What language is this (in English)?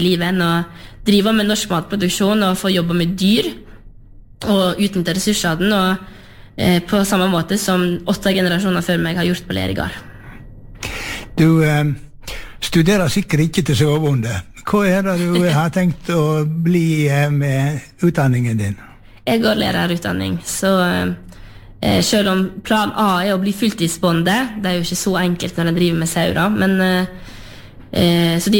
Norwegian